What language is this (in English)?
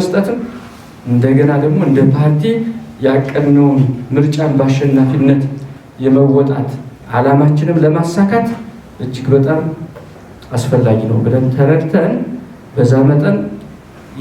Amharic